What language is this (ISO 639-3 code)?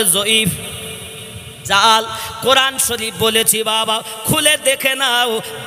ben